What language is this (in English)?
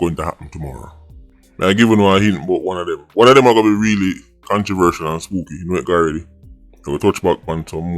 Jamaican Creole English